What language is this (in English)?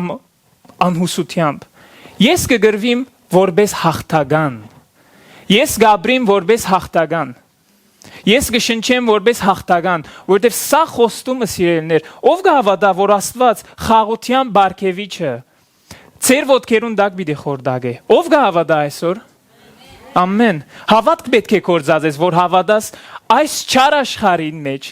Western Armenian